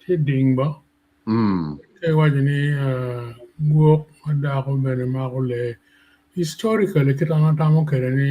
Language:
Acoli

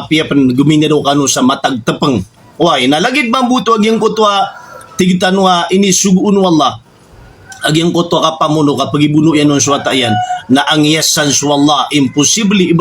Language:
Maranao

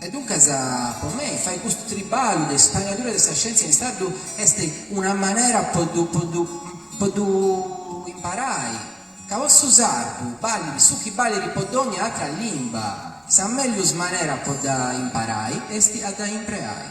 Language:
Sardinian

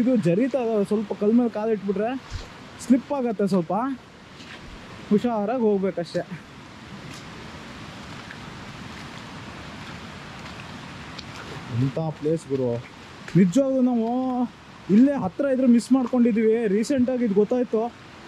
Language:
Kannada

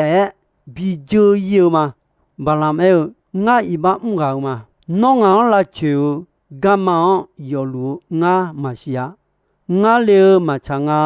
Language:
Akha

